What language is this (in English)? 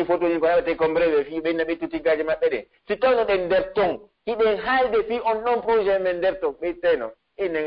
Pular